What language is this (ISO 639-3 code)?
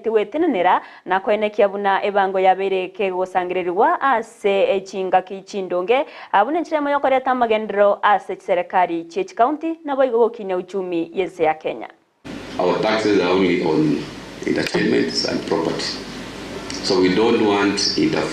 guz